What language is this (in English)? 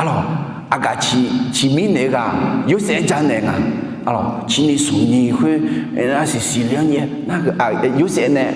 Akha